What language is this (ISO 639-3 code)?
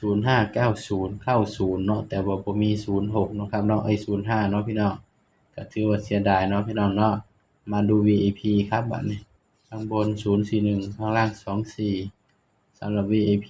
tts